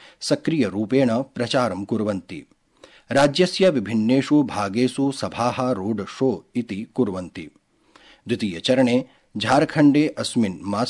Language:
Sanskrit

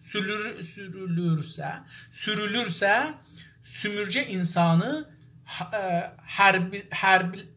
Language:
South Azerbaijani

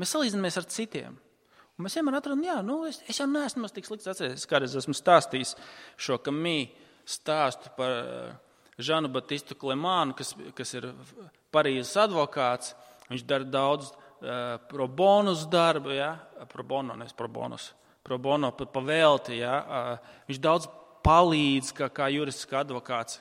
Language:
Latvian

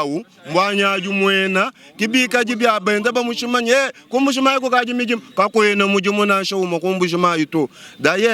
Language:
Luba-Lulua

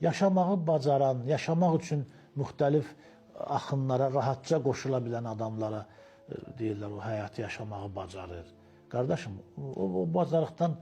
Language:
Azerbaijani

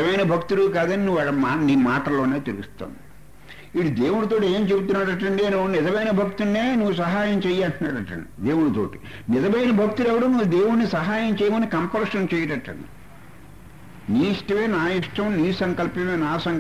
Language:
Telugu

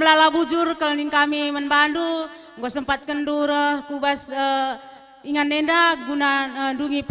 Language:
Batak Karo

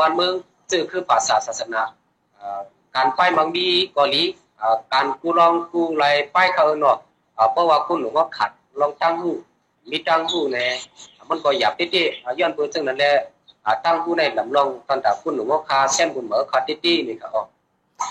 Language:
Thai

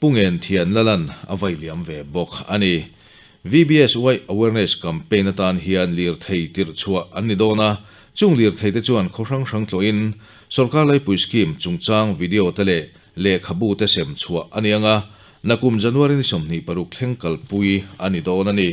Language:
Mizo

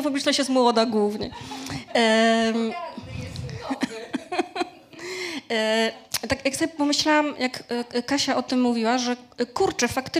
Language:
Polish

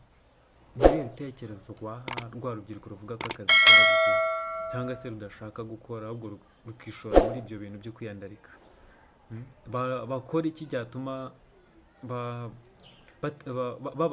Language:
Kinyarwanda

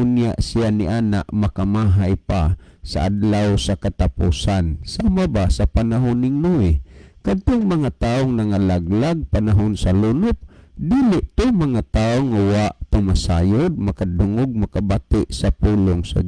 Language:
Cebuano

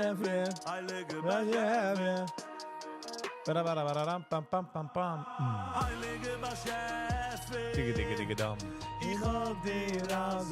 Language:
Yiddish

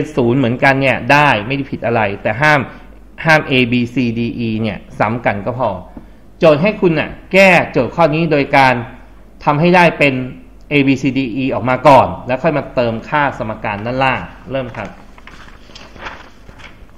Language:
Thai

